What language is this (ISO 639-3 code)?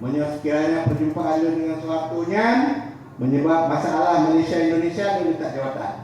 ace